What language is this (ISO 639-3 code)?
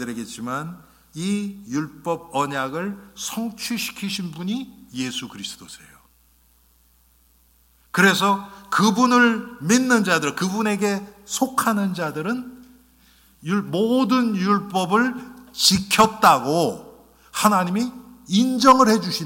kor